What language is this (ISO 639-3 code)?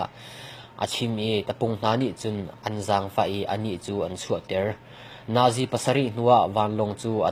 cnh